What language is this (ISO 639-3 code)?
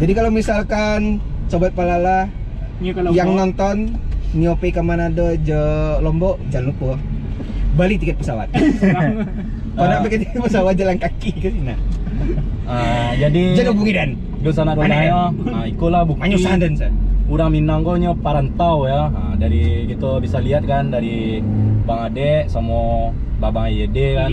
min